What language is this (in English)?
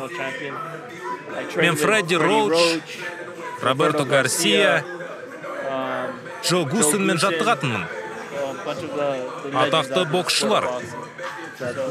Kazakh